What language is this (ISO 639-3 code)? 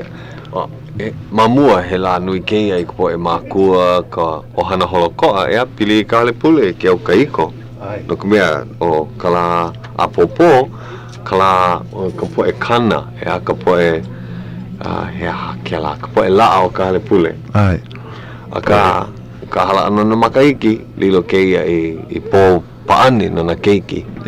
haw